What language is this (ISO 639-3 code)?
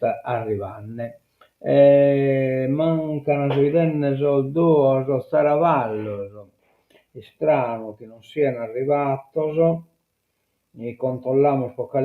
srd